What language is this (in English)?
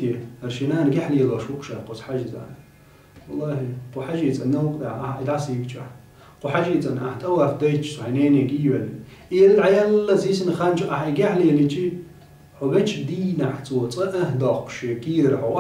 Chechen